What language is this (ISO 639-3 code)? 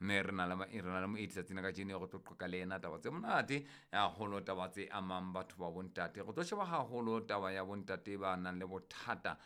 sot